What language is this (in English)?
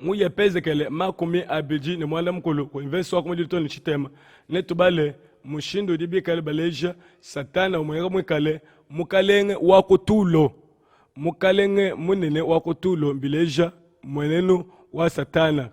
Luba-Lulua